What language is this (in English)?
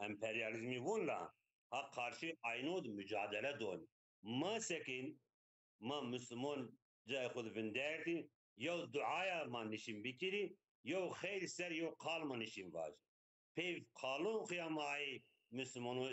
Zaza